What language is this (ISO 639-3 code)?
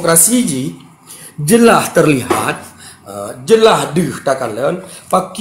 ace